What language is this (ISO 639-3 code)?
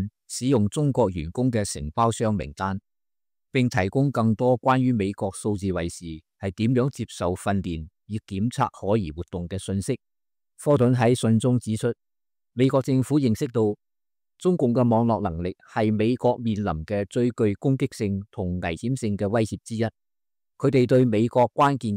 yue